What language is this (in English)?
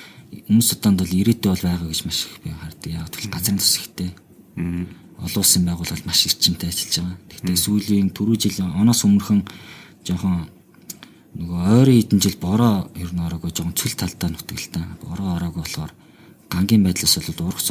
Mongolian